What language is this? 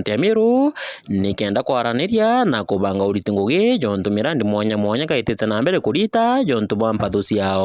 Meru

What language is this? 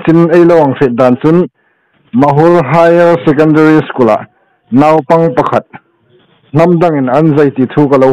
Hmar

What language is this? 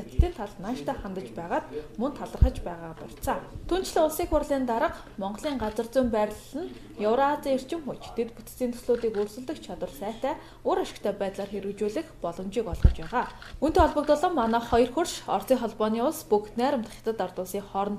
Mongolian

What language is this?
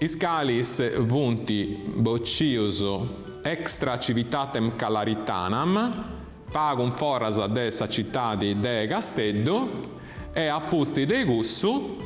Sardinian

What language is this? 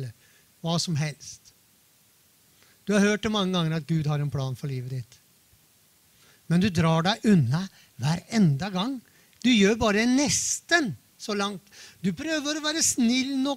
Norwegian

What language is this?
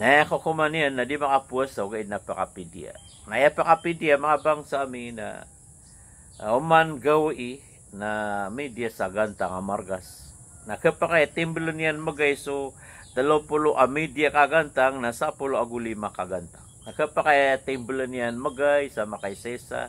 Maranao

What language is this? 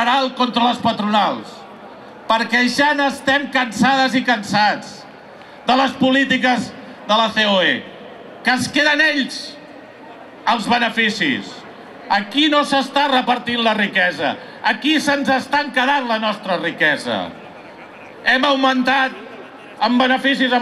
Catalan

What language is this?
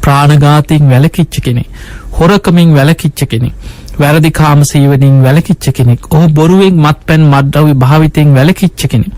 Sinhala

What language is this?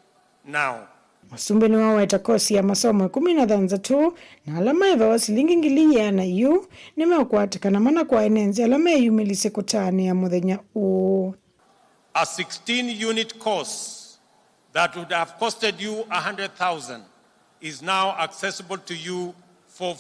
Kamba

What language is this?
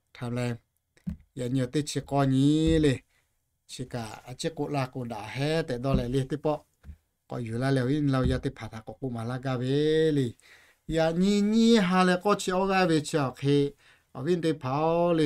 Lahu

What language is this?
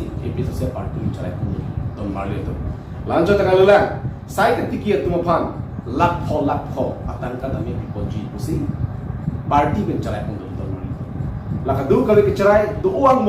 Karbi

